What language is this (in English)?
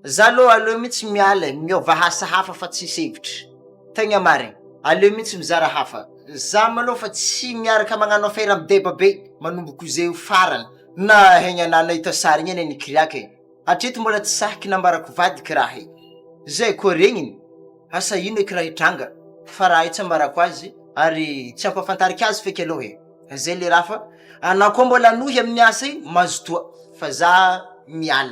Malagasy